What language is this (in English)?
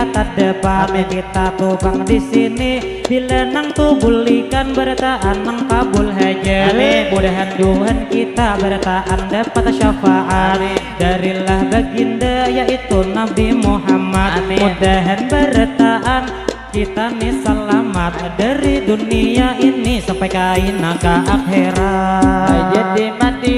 Banjar